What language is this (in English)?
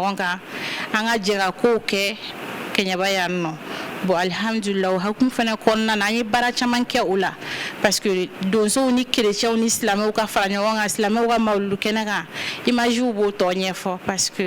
Bambara